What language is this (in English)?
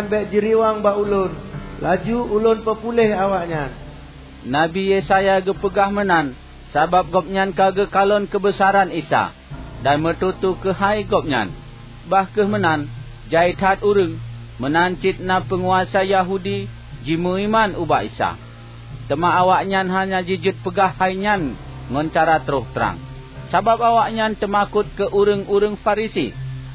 Achinese